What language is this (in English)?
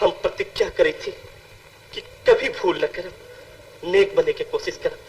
Magahi